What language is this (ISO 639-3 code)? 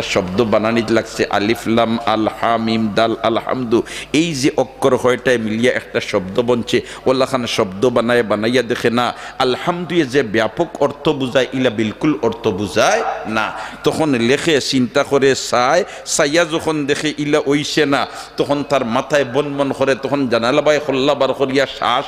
syl